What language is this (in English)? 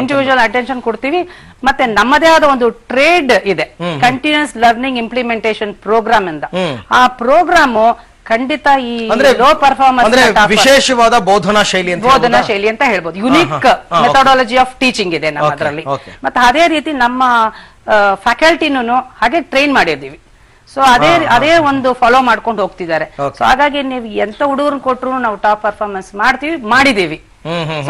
Kannada